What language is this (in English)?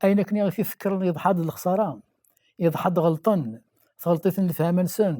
Kabyle